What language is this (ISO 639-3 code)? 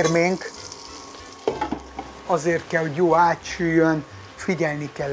hun